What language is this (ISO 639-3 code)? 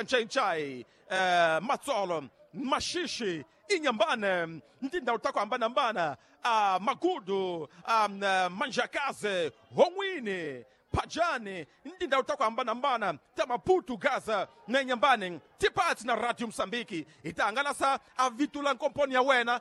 tso